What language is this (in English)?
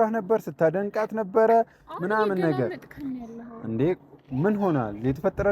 Amharic